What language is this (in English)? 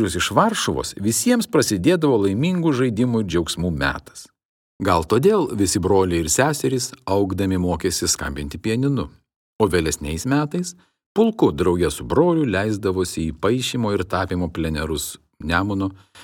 Lithuanian